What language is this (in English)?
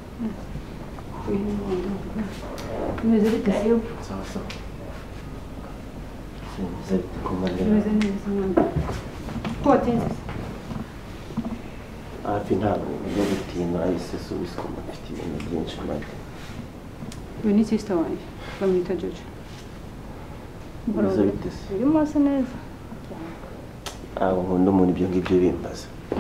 Kinyarwanda